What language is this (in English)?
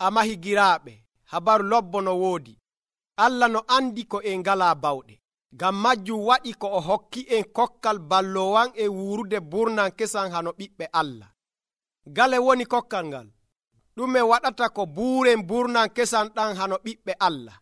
Nigerian Fulfulde